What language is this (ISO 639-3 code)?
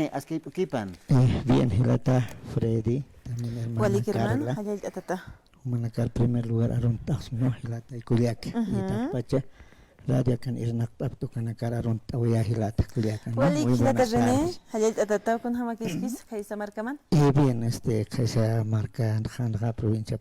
aym